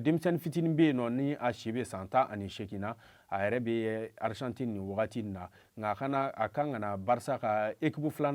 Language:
Bambara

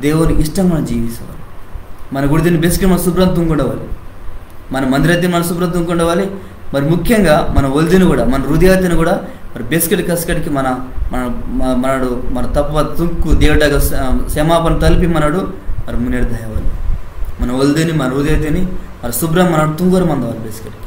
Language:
Koya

